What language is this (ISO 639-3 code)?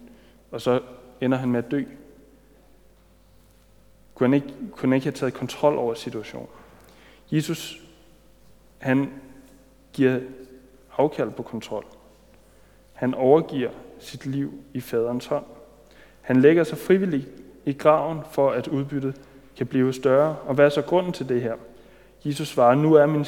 dan